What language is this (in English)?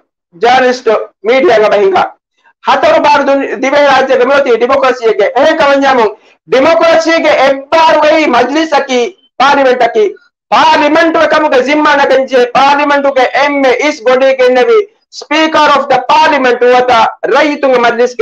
Divehi